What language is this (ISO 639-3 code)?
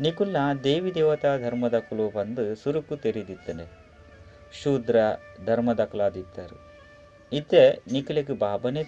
tcy